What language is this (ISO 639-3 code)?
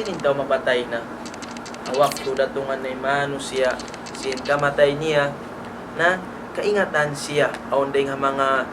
tsg